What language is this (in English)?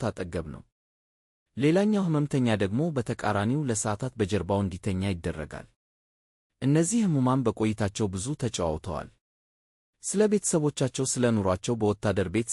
Amharic